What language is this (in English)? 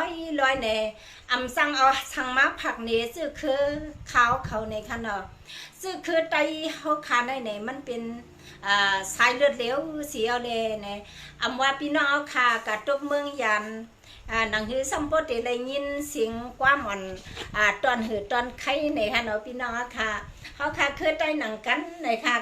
Shan